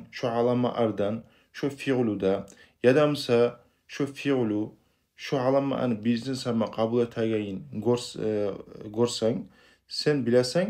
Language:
Kumyk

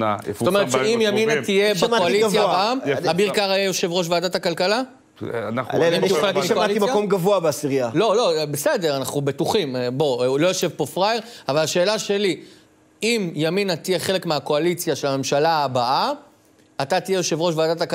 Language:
Hebrew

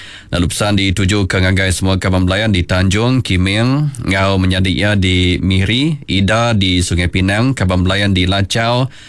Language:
Iban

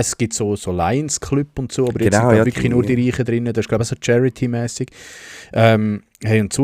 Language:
Swiss German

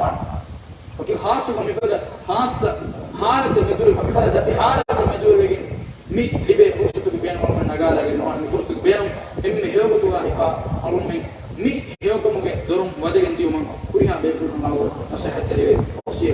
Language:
Divehi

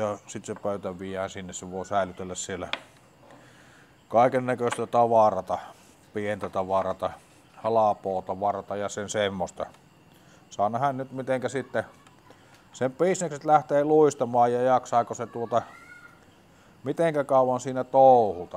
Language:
Finnish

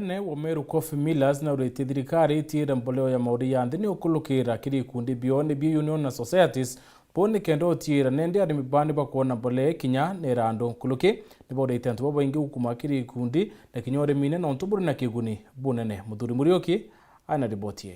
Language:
Meru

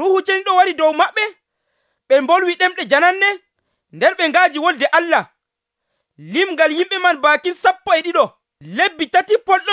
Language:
Nigerian Fulfulde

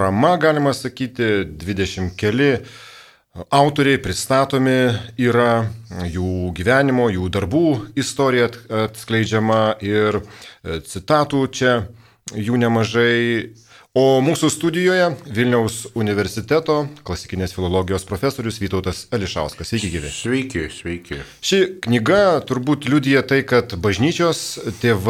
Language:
Lithuanian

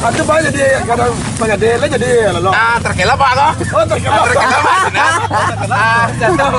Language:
Minangkabau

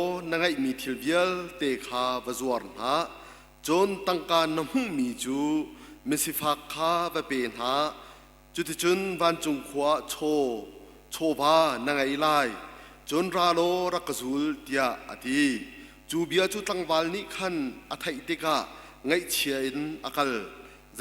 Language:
Hakha Chin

